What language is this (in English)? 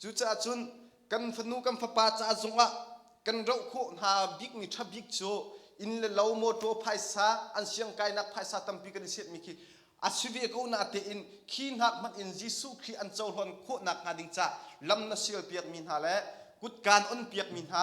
Hakha Chin